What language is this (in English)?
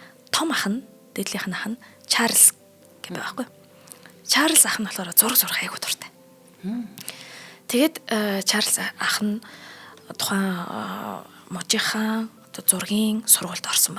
Mongolian